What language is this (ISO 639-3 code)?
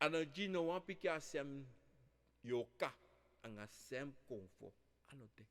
srn